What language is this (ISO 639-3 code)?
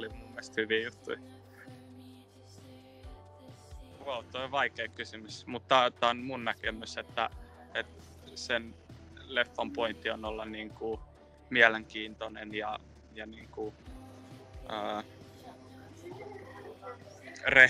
fin